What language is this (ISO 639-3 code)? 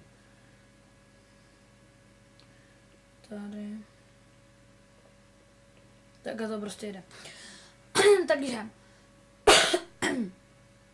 ces